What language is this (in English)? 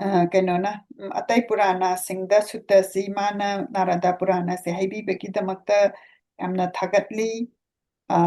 Manipuri